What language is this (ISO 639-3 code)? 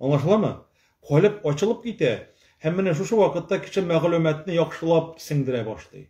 tat